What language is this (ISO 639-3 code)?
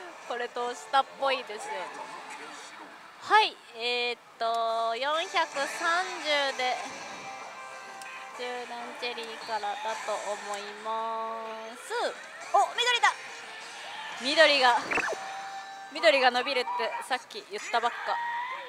jpn